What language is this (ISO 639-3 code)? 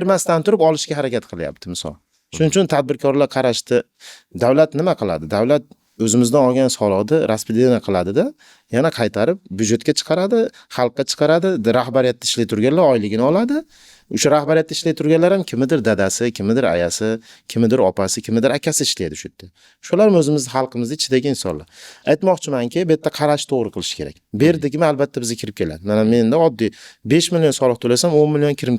uzb